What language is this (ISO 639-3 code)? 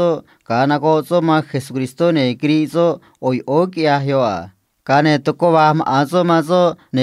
trc